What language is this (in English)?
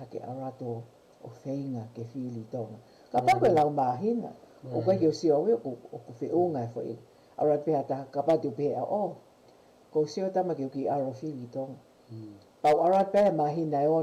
Tongan